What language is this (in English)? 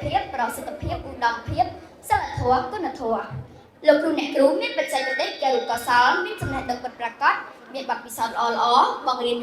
Khmer